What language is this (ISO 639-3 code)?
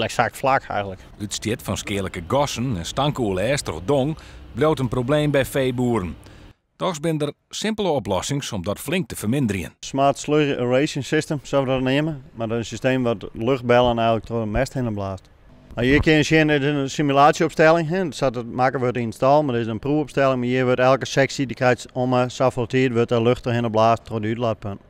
fry